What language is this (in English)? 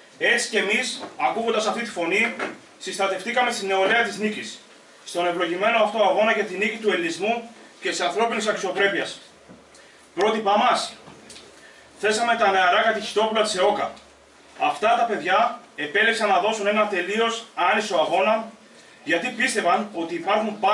Greek